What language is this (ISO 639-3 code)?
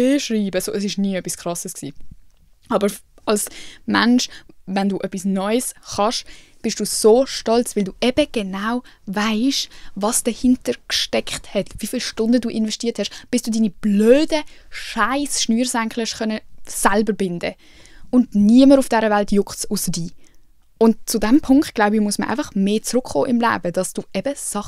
gsw